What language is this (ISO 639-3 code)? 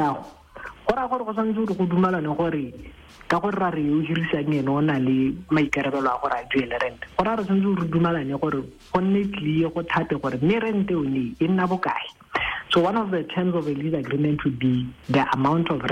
tsn